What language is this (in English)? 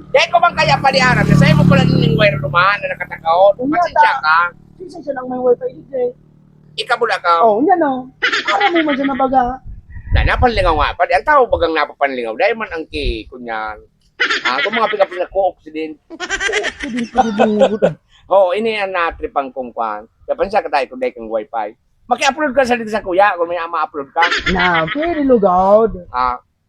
Bikol